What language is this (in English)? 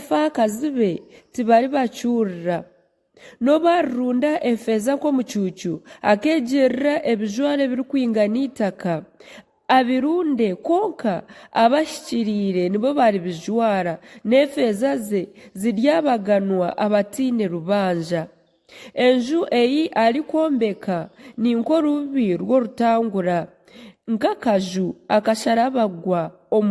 Nyankole